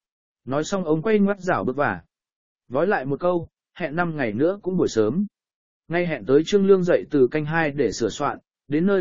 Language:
Vietnamese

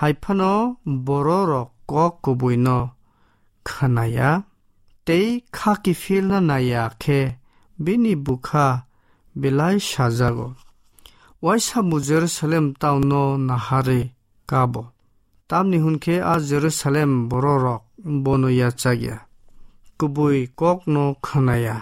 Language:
Kok Borok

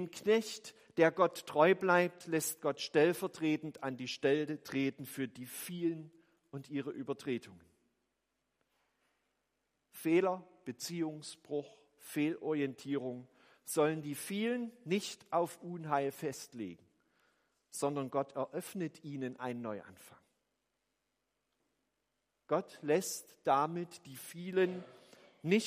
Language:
German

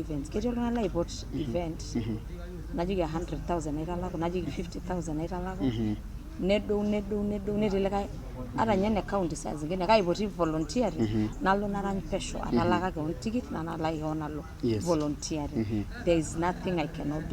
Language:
Masai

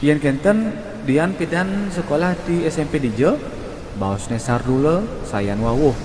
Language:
Balinese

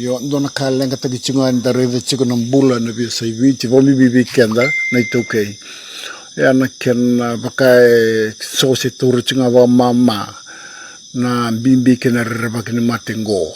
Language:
Fijian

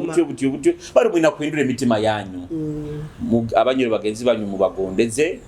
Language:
Nyoro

